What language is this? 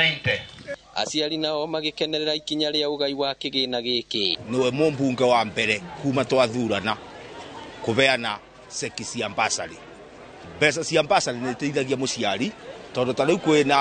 Kikuyu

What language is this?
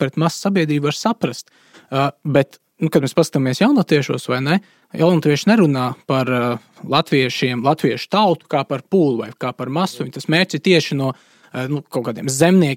Latvian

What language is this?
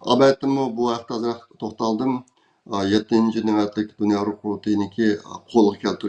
Uyghur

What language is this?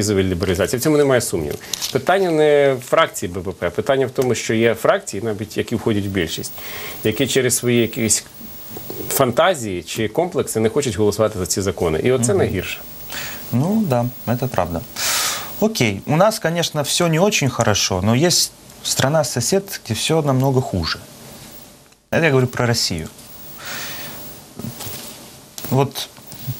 Ukrainian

